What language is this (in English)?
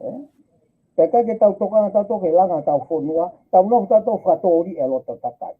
Tongan